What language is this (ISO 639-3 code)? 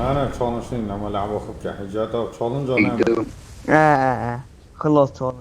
kur